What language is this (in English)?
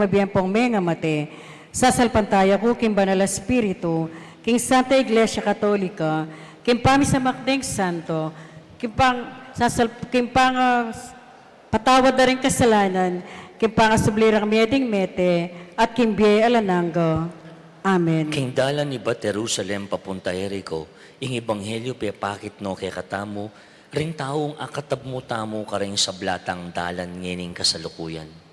Pampanga